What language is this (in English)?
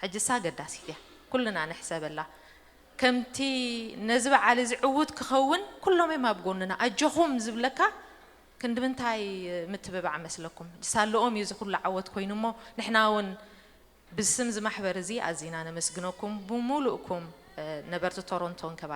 Tigrinya